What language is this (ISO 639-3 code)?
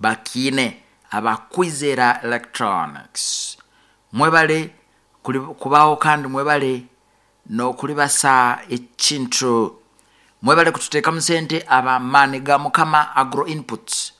nyo